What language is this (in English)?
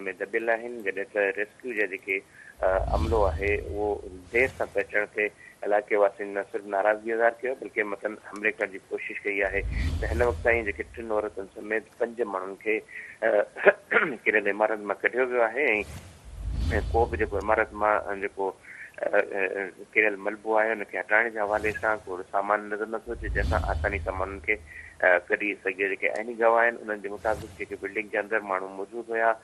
Sindhi